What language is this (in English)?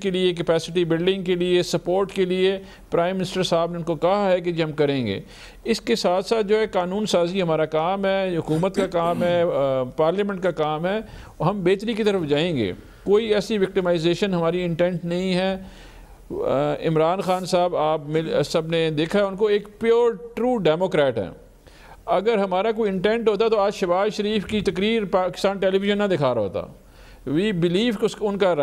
Urdu